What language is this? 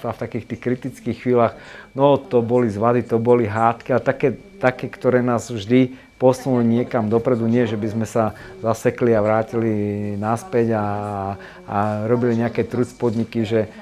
Slovak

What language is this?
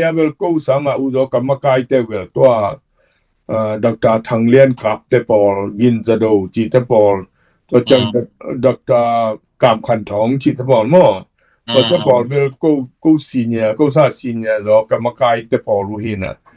Tedim Chin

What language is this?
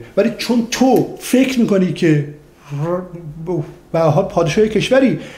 Persian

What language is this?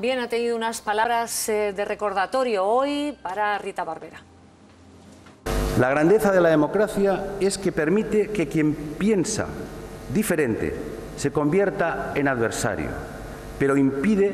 Spanish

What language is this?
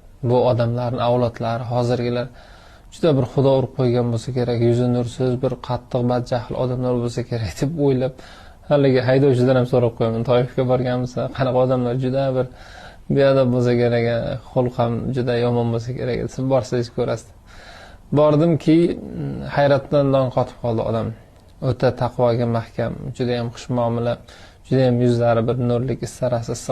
Uzbek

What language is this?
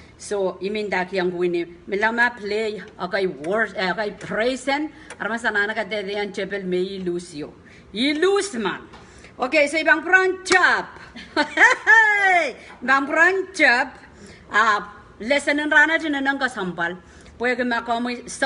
Pohnpeian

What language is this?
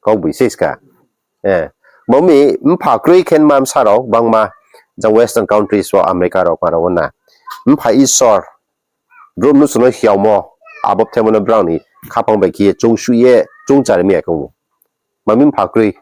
Riang (India)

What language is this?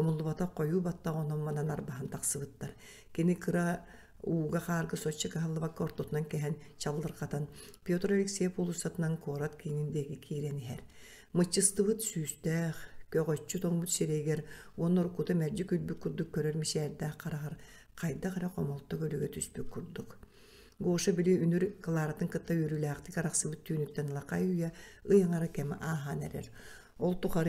Yakut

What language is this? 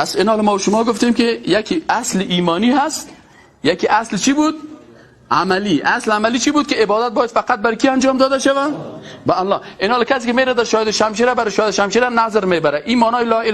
Persian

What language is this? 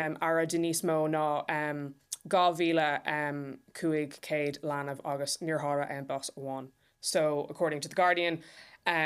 Irish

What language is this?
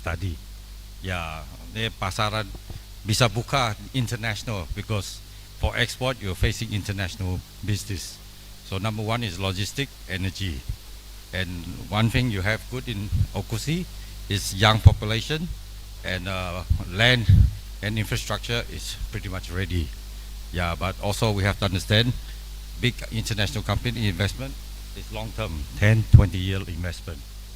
Tetum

